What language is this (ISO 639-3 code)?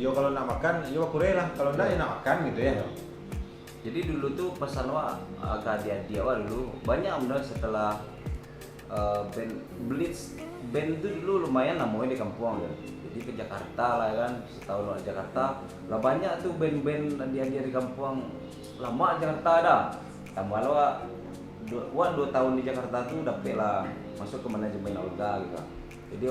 min